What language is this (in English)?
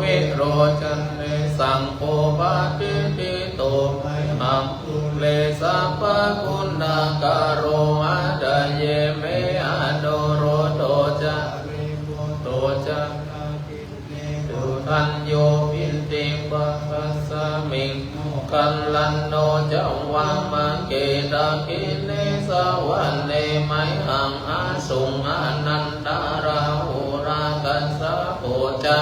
Pali